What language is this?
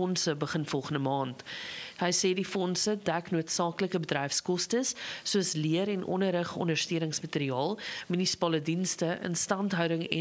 Afrikaans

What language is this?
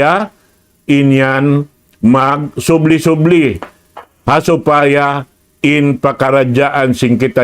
Tausug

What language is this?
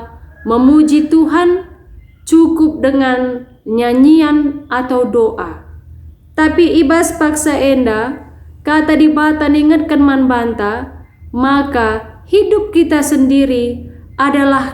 Batak Karo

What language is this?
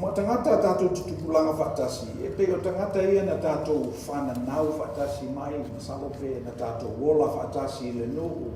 Samoan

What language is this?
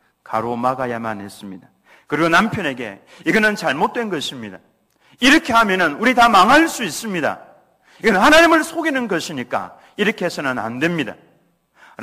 Korean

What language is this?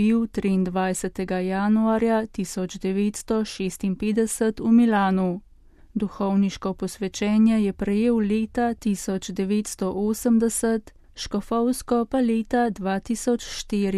Slovenian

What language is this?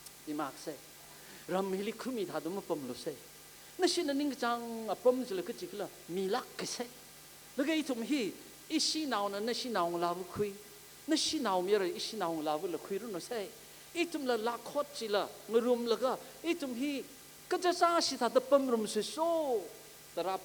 Tangkhul Naga (India)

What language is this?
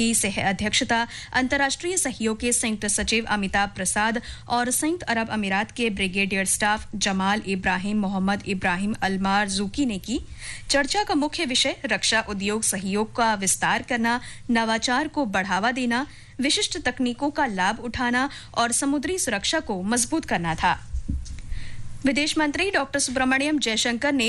Hindi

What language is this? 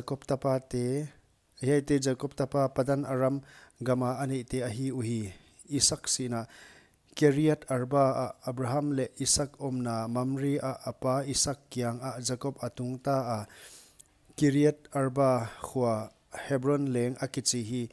Paite Chin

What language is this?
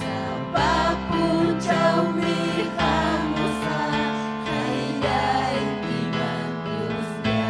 Ayacucho Quechua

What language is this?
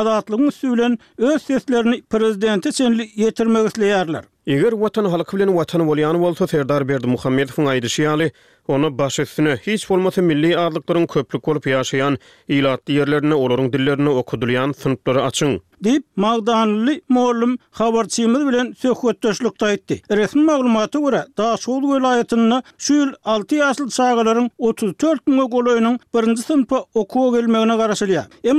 Turkmen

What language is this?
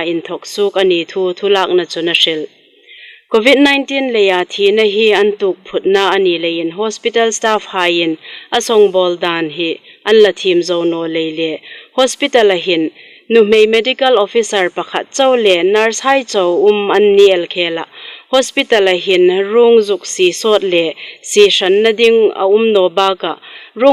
Hmar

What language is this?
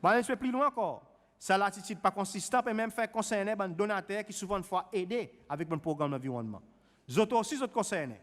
Seselwa Creole French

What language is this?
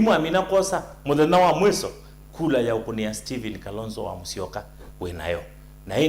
Kamba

